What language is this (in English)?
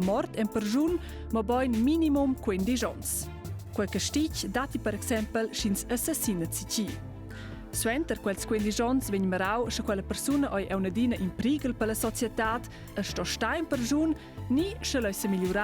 Romansh